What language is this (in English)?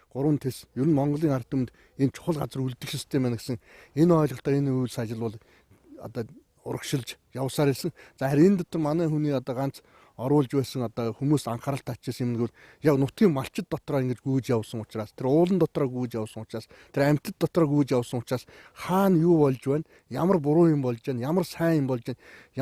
Mongolian